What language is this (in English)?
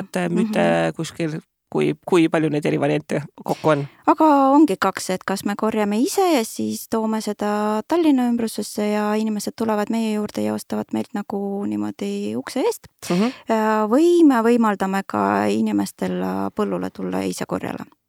Estonian